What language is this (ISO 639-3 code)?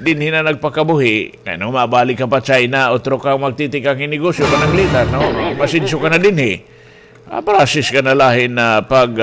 war